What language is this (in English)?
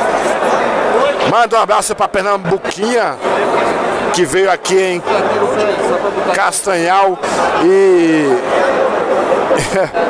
Portuguese